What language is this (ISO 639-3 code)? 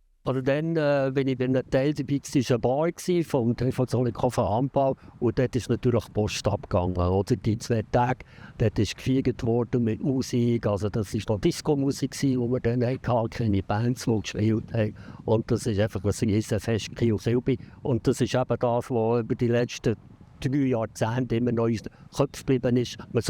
gsw